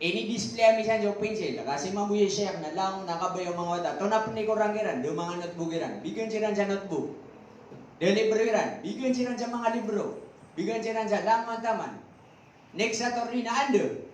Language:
Maranao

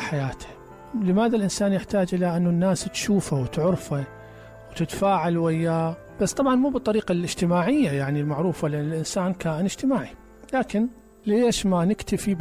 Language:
Mesopotamian Arabic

